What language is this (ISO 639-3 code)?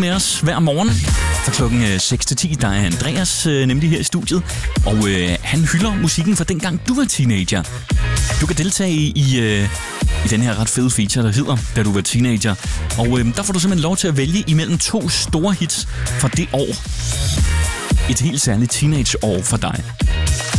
dan